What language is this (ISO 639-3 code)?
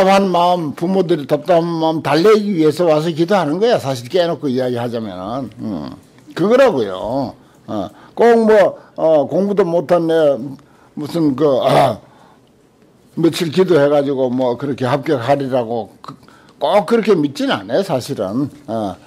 kor